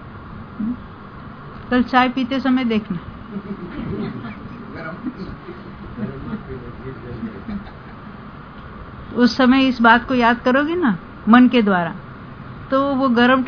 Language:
Hindi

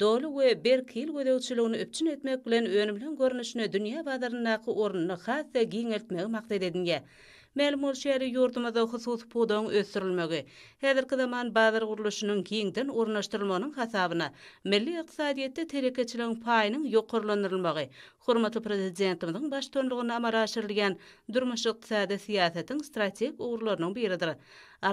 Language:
Turkmen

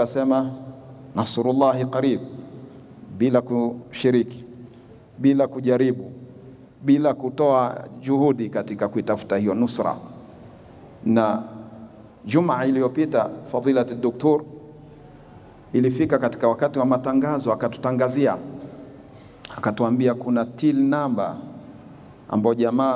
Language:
Swahili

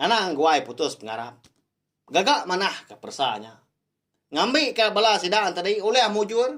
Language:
Iban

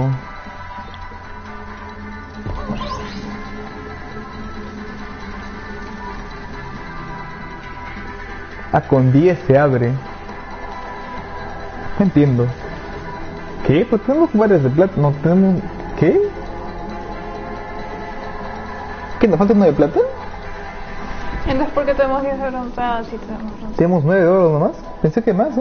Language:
Spanish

